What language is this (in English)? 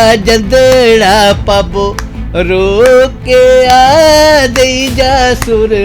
Dogri